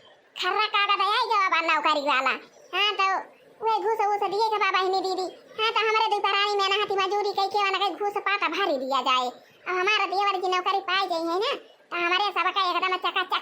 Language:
Awadhi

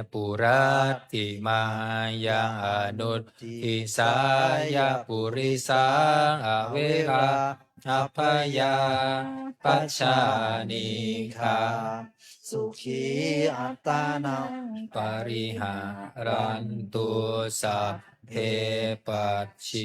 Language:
Pali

